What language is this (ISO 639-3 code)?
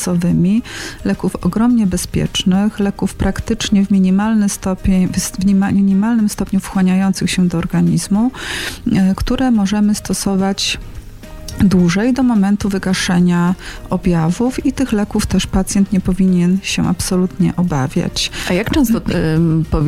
pol